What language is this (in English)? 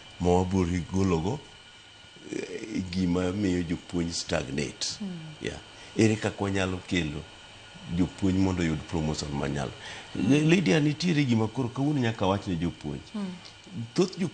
Luo (Kenya and Tanzania)